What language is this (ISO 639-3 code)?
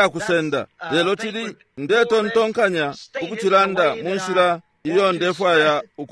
bem